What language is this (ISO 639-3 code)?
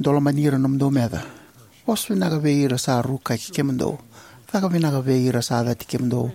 fij